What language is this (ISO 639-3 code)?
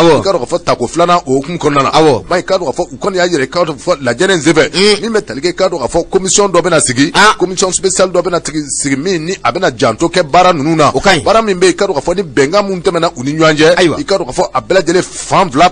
bam